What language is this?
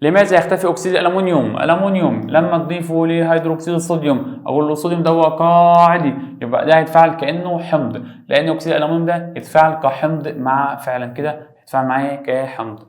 Egyptian Arabic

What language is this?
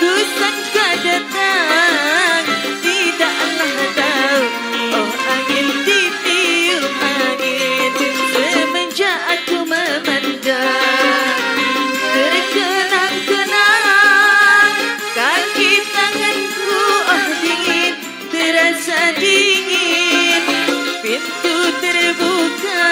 Betawi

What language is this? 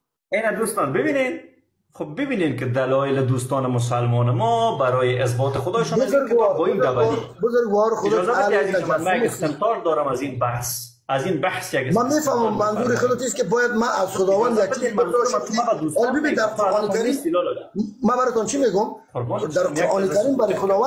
Persian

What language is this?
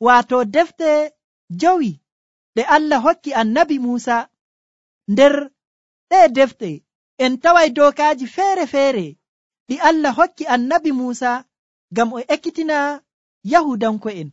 Nigerian Fulfulde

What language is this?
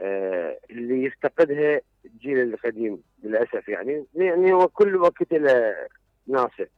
Mesopotamian Arabic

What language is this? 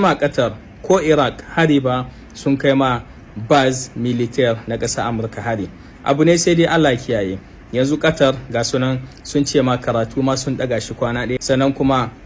Hausa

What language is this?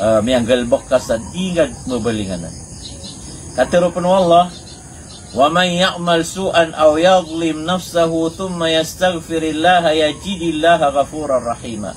Maranao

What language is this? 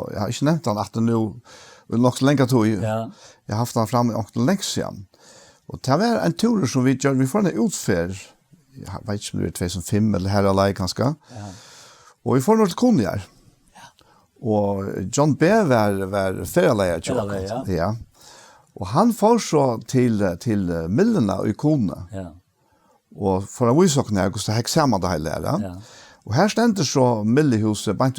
Faroese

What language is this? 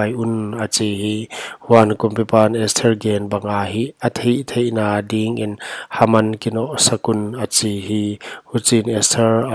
Paite Chin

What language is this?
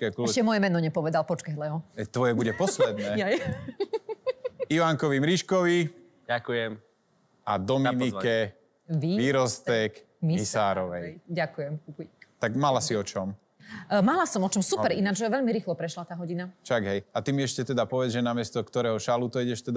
Slovak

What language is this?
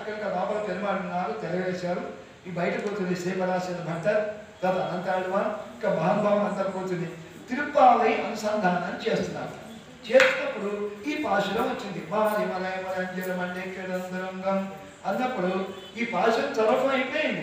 Telugu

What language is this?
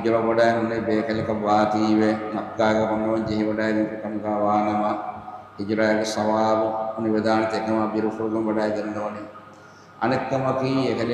Divehi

